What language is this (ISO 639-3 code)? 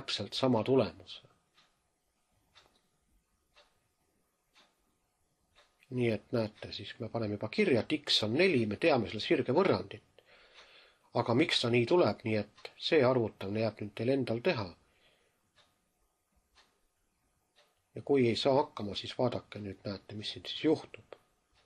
est